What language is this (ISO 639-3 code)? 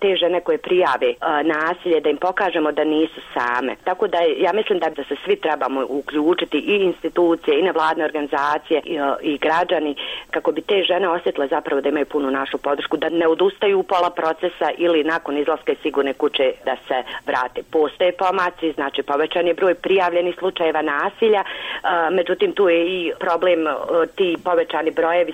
hrv